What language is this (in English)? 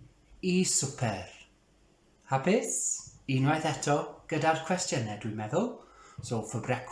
Welsh